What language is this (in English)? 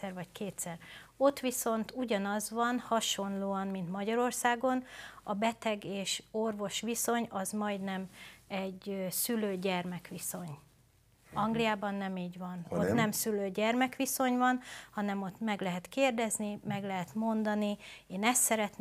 Hungarian